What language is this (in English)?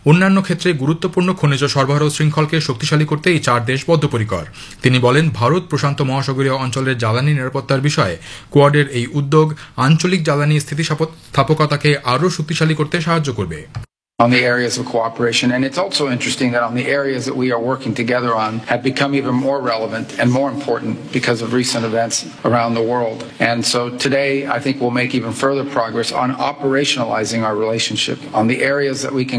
Bangla